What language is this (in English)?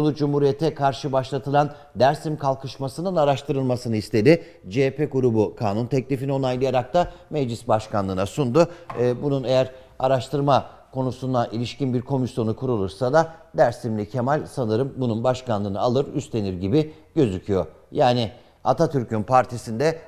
Turkish